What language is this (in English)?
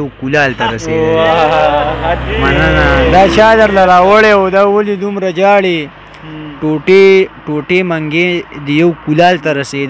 Pashto